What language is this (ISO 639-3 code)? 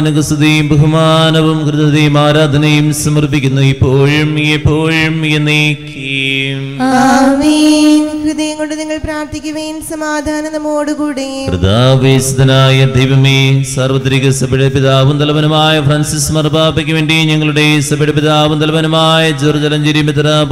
mal